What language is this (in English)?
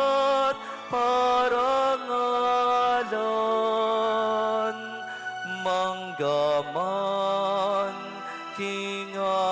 Pampanga